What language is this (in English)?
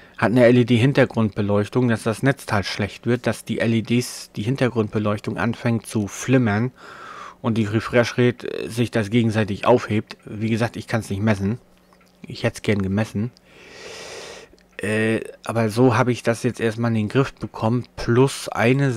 German